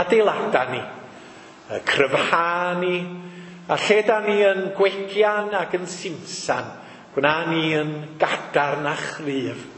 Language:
Welsh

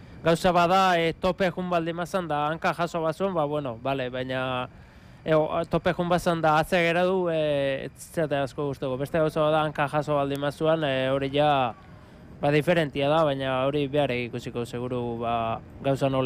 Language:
Basque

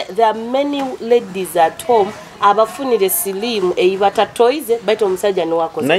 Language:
Nyoro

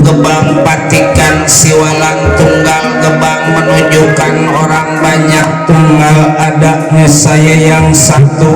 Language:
Betawi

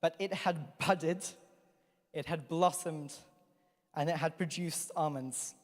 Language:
English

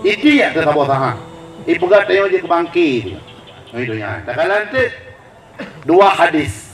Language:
Achinese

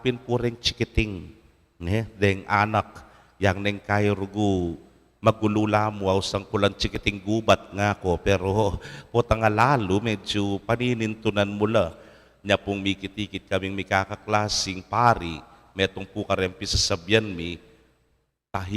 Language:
Pampanga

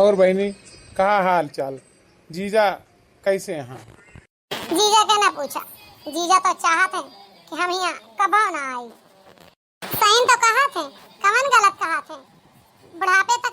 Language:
Awadhi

